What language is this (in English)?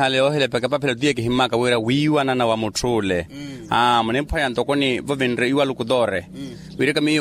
Makhuwa